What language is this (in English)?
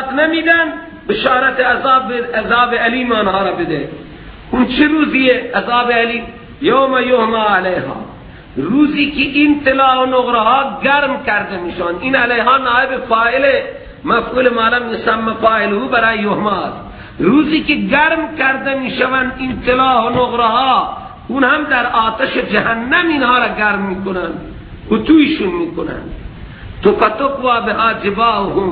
Persian